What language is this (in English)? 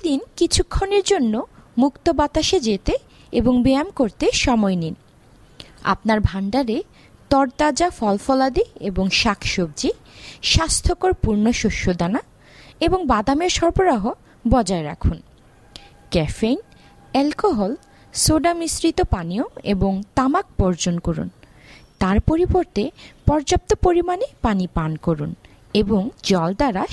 Bangla